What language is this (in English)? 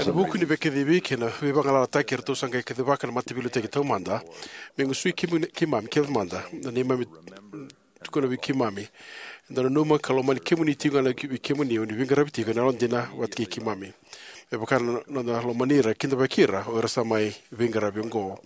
Fijian